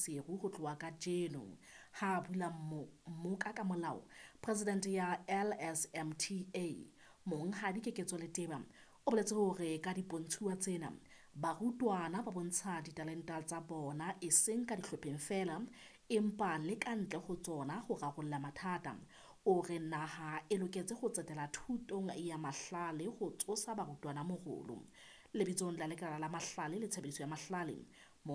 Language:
Southern Sotho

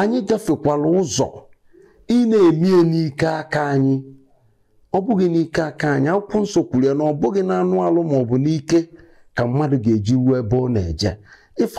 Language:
Igbo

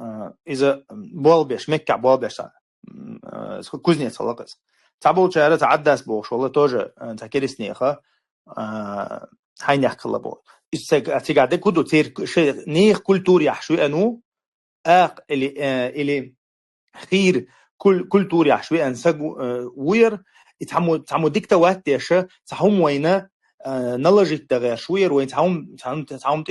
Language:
Chechen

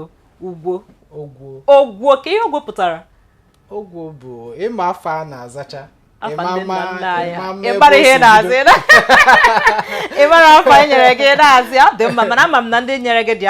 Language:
Igbo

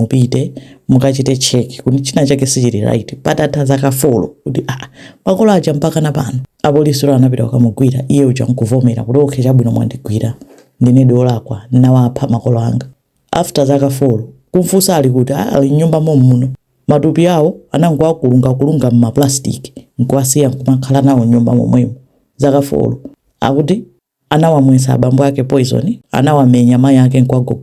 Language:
Nyanja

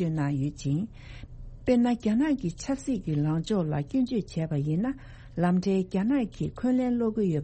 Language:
Tibetan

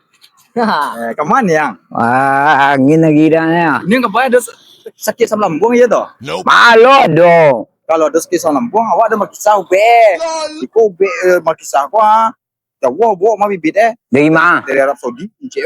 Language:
Minangkabau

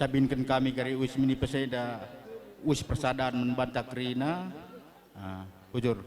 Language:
Batak Karo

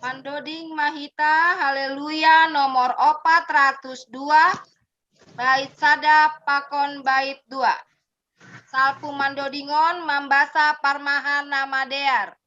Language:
Batak Simalungun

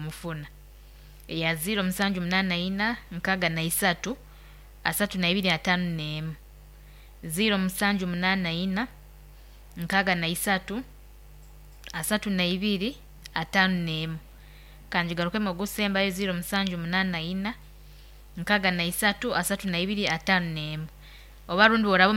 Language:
Nyoro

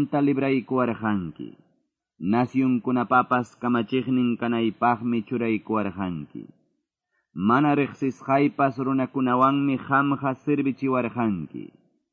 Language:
Quechua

